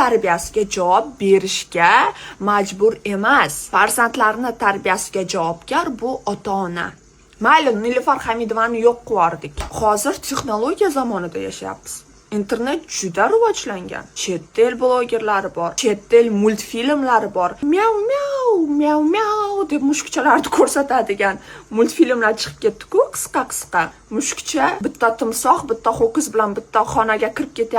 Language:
Uzbek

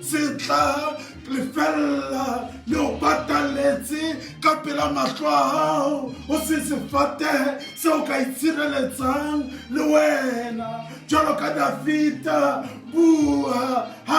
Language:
Southern Sotho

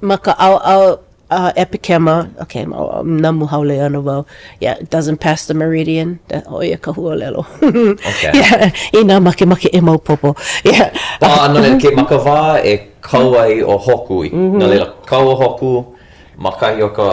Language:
Hawaiian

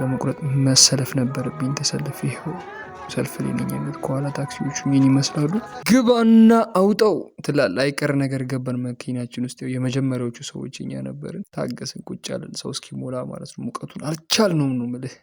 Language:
Amharic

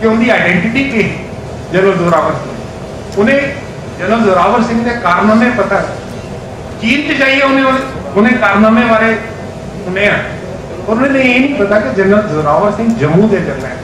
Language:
Dogri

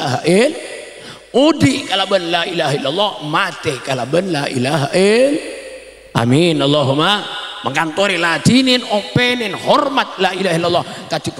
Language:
Madurese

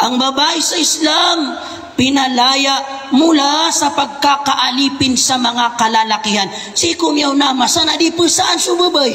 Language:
Maranao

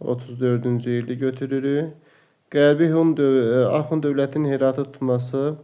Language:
Azerbaijani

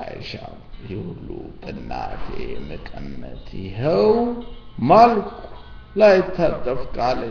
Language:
Amharic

